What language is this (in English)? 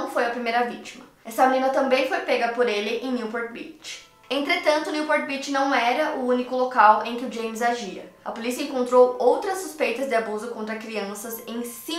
Portuguese